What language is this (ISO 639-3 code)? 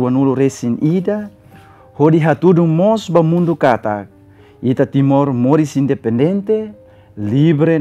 tet